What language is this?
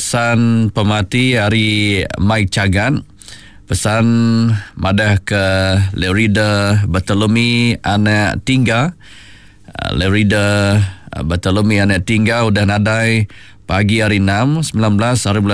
Iban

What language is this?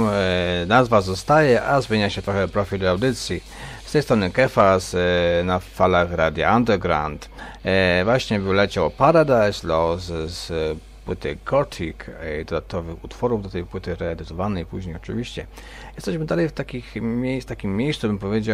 Polish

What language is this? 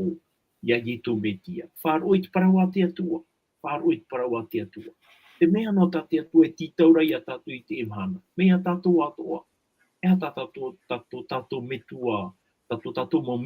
Tahitian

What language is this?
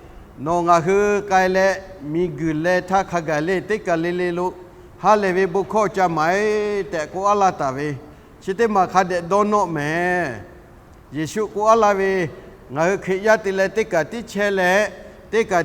Lahu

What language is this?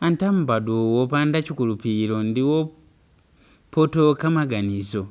Nyanja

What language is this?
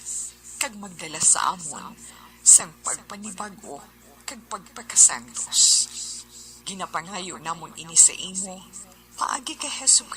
Hiligaynon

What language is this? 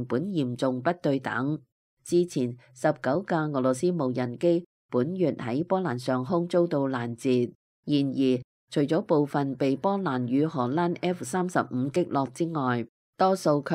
Cantonese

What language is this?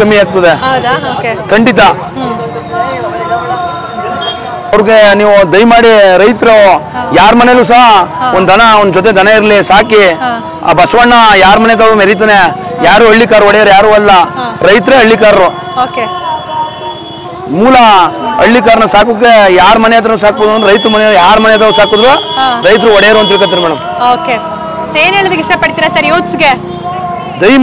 Kannada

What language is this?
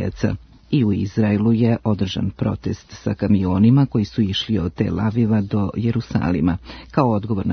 Serbian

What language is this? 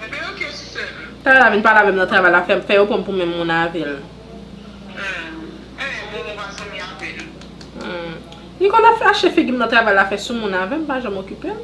Haitian Creole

